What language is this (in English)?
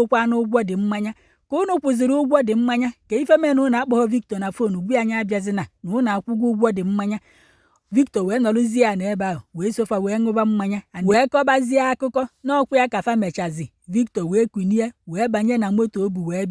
Igbo